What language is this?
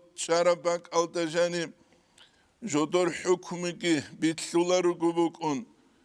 Avaric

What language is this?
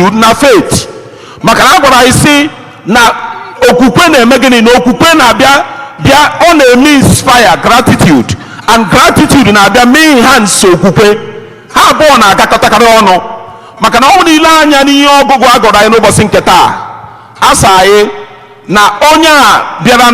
Igbo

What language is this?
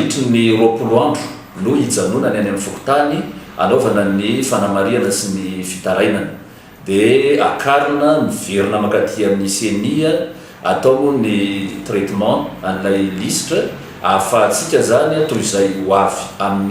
Malagasy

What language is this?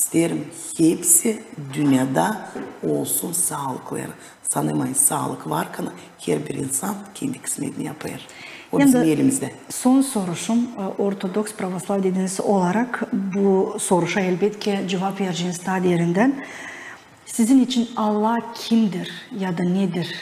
Gagauz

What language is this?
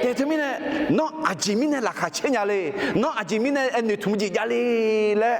Akha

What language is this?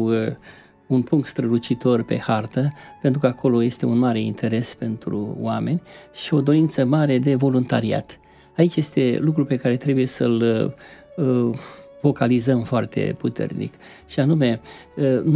Romanian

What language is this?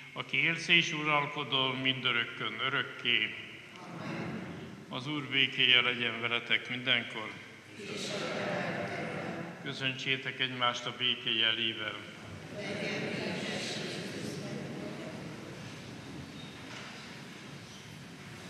Hungarian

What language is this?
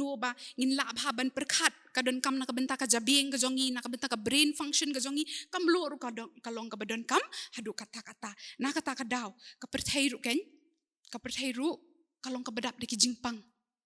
Khasi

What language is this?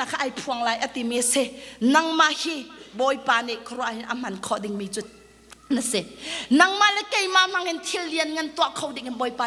Hakha Chin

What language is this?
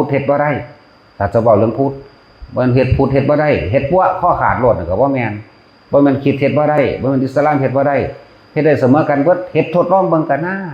Northeastern Thai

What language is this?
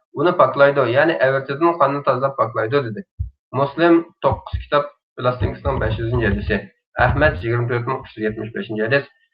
Uyghur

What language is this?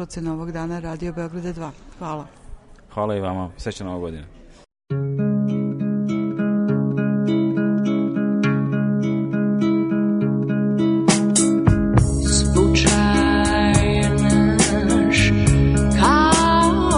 Serbian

